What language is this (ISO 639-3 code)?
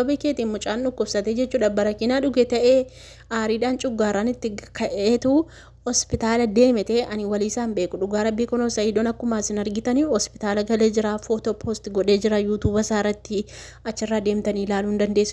orm